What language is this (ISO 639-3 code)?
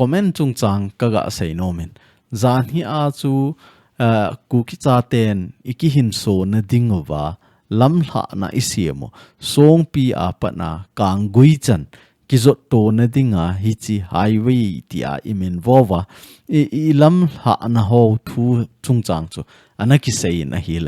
tcz